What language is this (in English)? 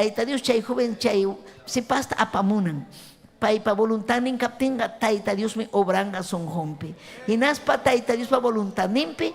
Ayacucho Quechua